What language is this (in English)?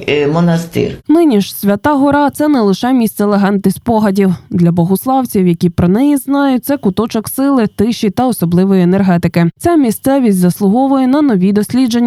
Ukrainian